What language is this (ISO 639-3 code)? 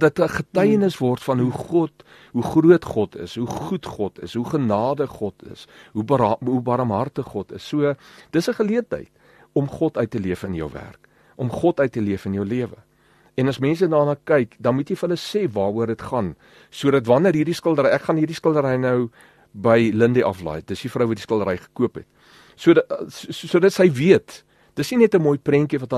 afr